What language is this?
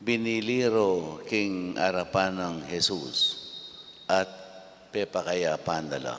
Pampanga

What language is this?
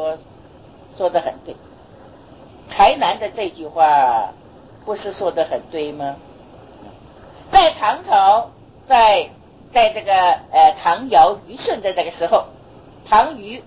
Chinese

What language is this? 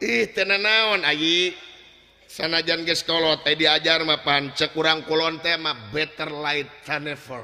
Sundanese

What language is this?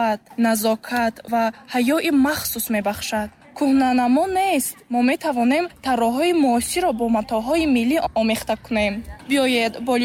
Tajik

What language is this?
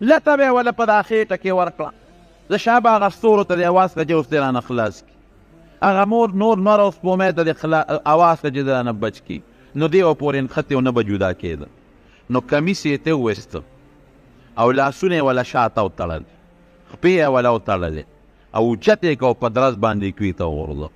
Pashto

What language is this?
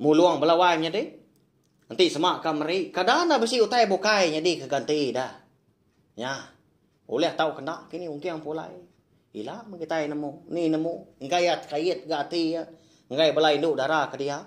Iban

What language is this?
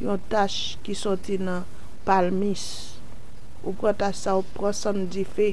Haitian Creole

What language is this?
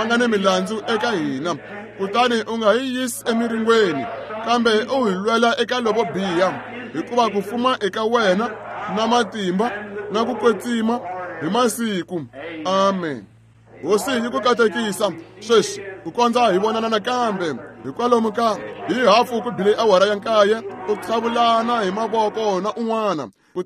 Tsonga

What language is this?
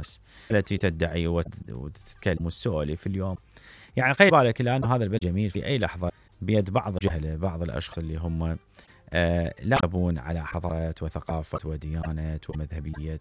Mesopotamian Arabic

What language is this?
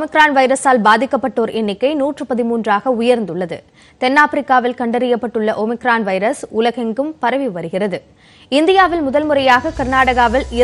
Tamil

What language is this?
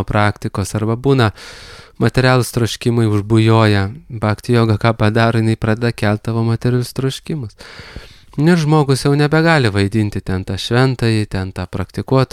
Lithuanian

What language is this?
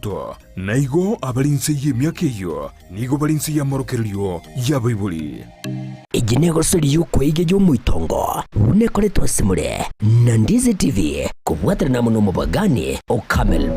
Gusii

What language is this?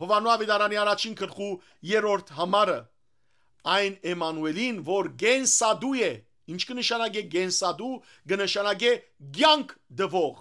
Western Armenian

